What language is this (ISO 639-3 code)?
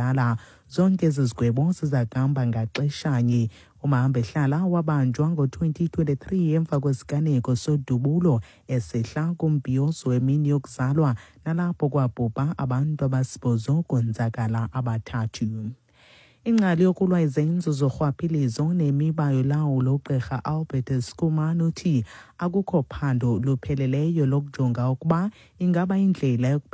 xho